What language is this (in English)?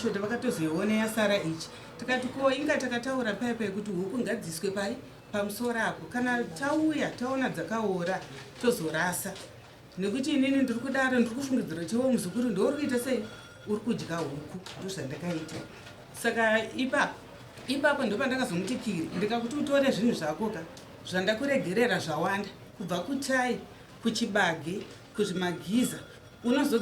Shona